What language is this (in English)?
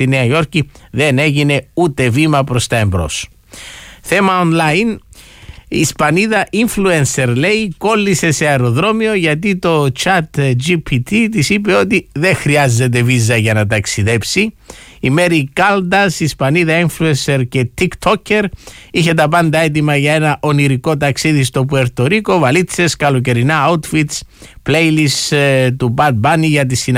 Greek